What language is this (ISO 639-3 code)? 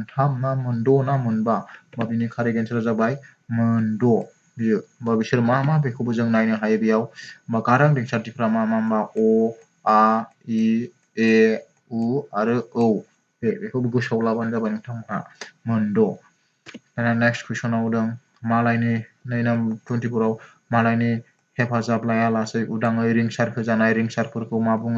brx